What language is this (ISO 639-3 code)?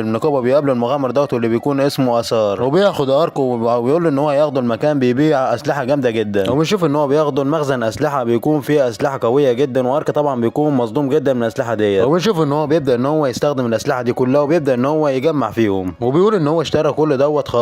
arz